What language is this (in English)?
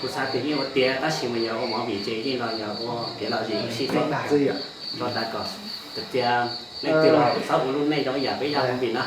Hmong